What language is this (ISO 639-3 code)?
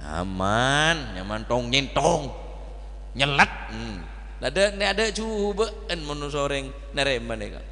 mad